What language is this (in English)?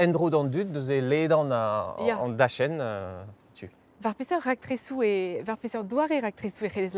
Breton